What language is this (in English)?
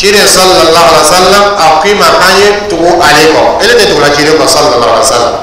Dyula